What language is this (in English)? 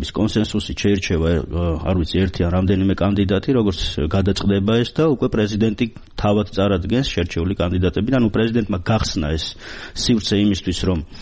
Georgian